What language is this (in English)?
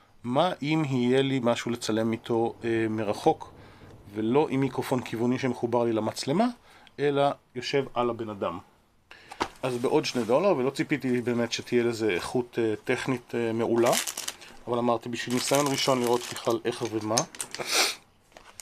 Hebrew